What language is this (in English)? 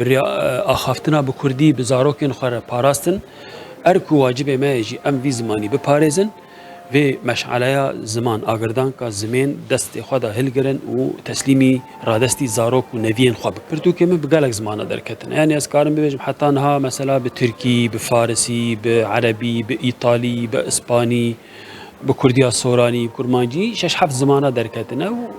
Kurdish